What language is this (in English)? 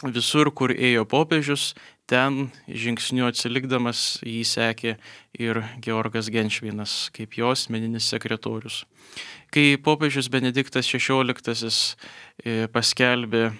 Lithuanian